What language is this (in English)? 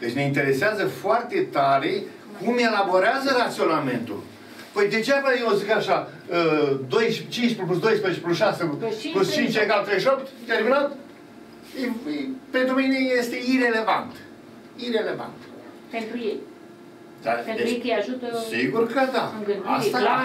Romanian